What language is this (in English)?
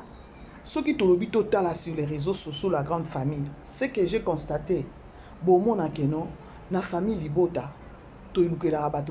Lingala